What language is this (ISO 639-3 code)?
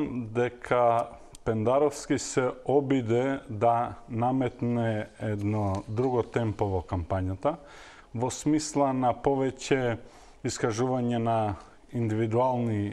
mkd